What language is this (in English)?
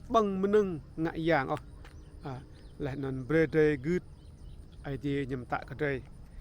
Rade